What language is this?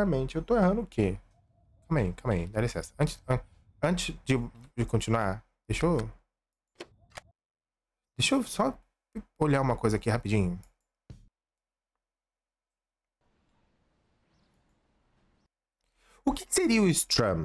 Portuguese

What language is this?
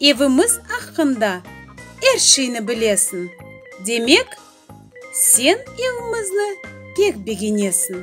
Crimean Tatar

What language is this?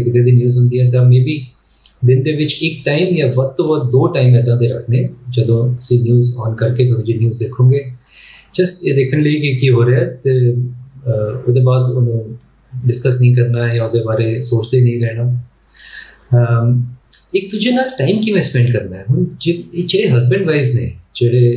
Punjabi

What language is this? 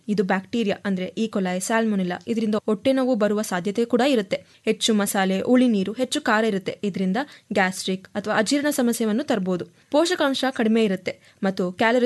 Kannada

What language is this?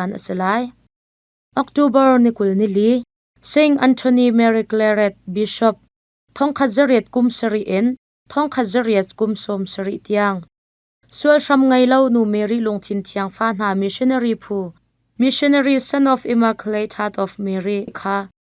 Hakha Chin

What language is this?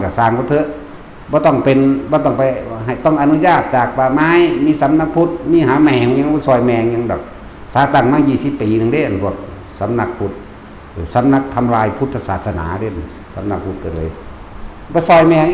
Northeastern Thai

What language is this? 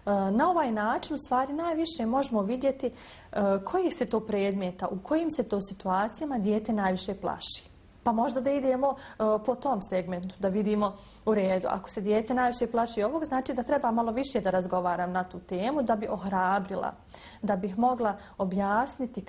Bosnian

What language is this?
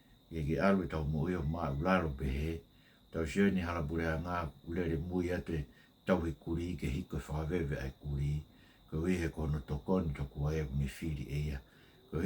Tongan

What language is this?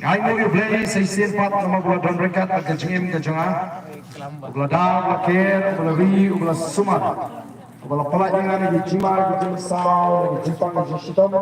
Khasi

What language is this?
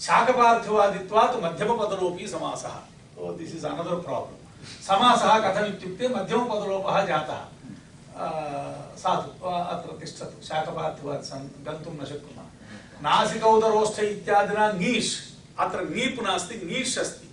Sanskrit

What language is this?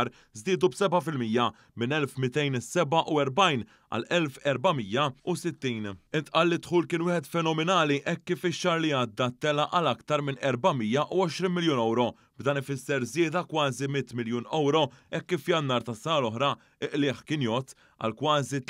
Maltese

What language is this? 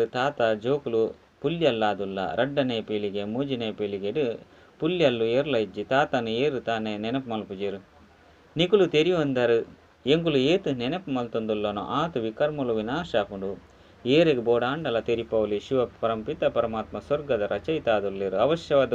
Tulu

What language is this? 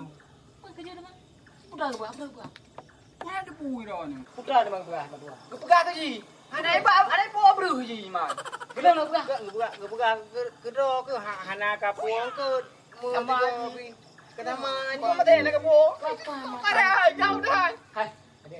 Achinese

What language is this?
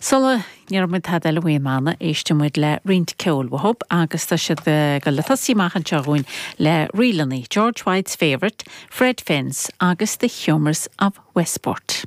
Irish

